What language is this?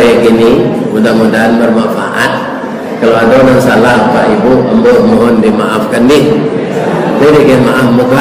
Minangkabau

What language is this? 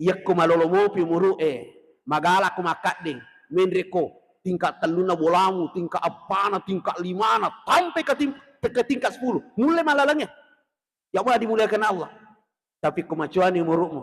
Buginese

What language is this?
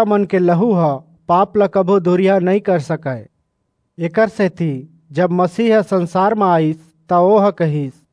Chhattisgarhi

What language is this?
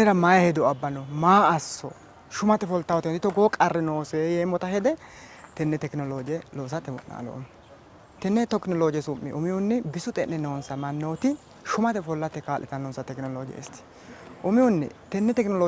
Sidamo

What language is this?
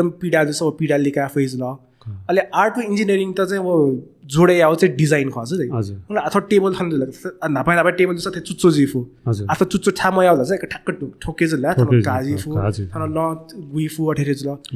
Newari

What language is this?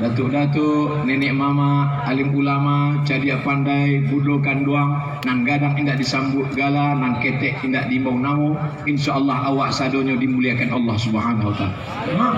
Minangkabau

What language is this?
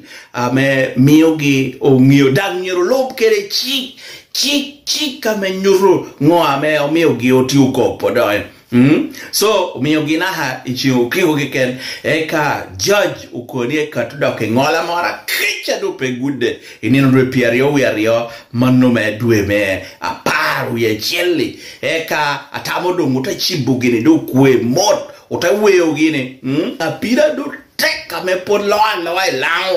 Lango (Uganda)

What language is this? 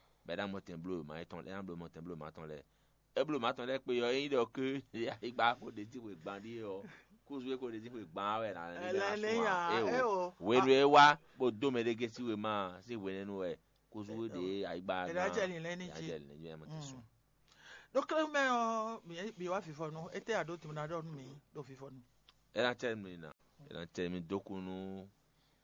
Fon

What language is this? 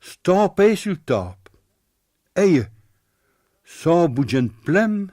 Picard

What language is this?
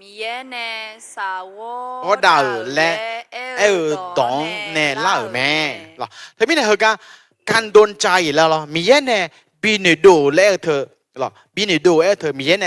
Akha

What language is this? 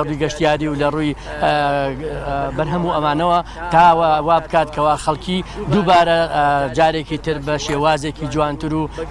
Central Kurdish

